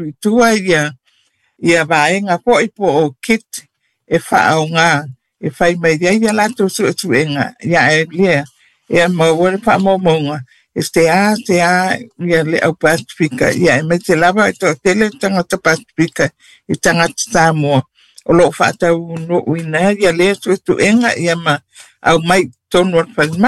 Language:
Samoan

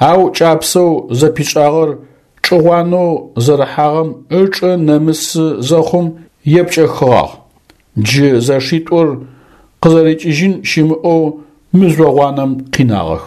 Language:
Adyghe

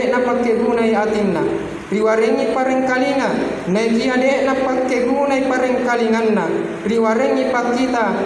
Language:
Buginese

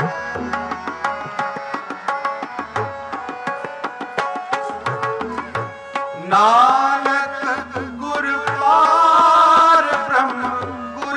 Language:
Punjabi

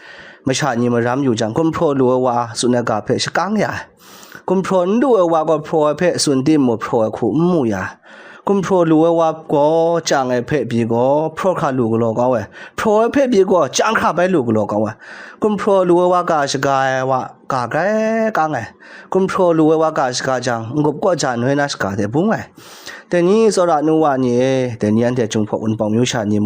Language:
Kachin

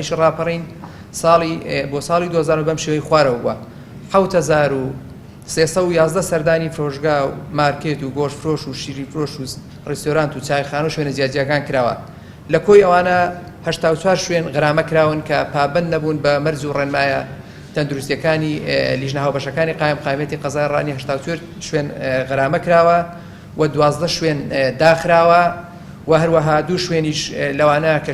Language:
Central Kurdish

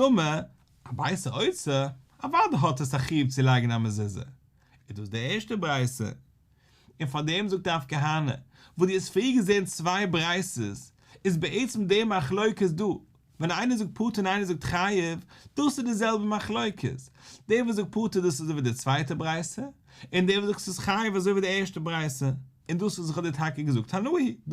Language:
Yiddish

